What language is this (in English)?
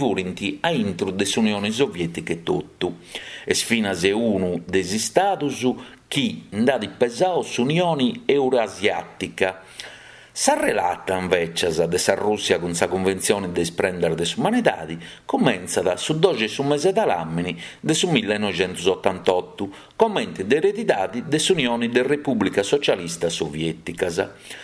Sardinian